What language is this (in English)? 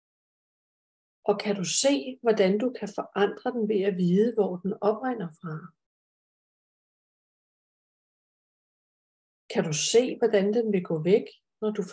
Danish